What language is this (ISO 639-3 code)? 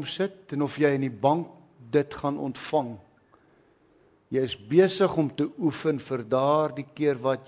afr